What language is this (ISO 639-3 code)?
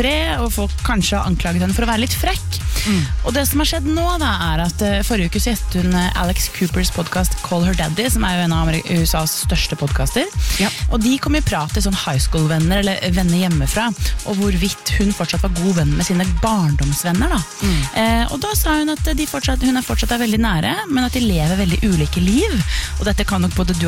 nor